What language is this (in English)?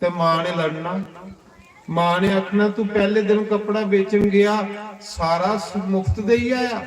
Dogri